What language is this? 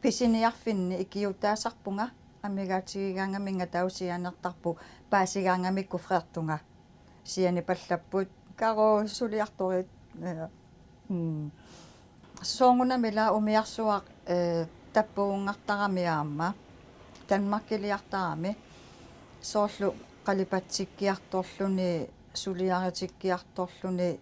Kalaallisut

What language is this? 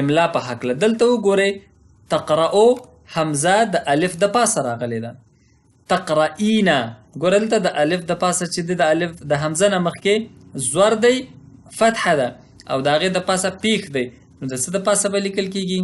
Pashto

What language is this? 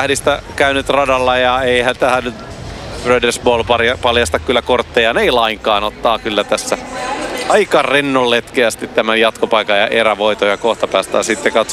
Finnish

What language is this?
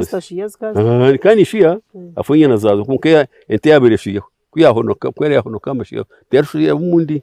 Nyankole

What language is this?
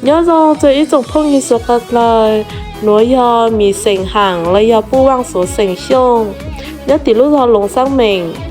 Hmong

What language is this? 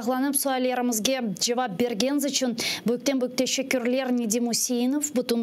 Crimean Tatar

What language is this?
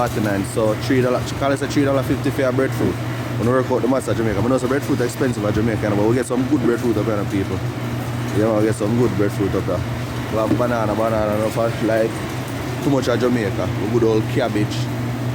Jamaican Creole English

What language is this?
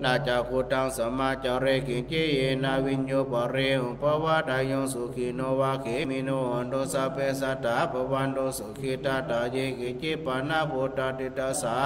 Pali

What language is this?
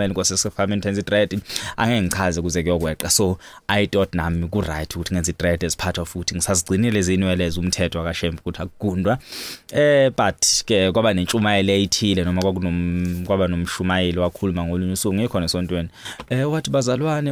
Zulu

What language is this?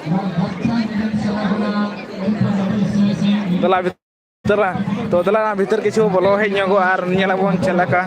Santali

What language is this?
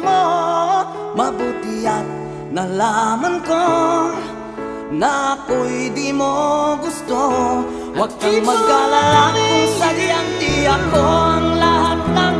Filipino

